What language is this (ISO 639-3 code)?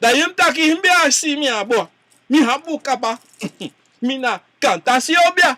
srn